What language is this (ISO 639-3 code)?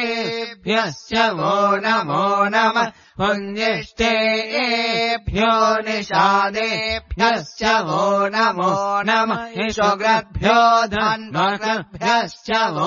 san